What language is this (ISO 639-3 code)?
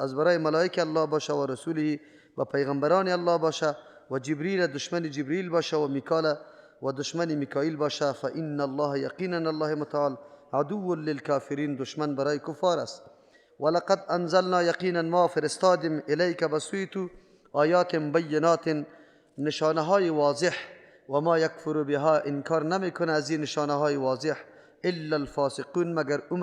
fas